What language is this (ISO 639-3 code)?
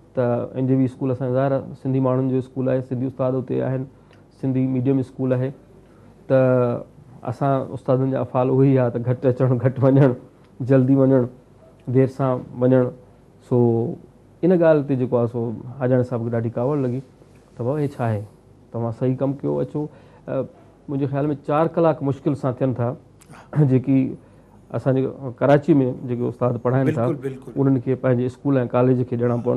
snd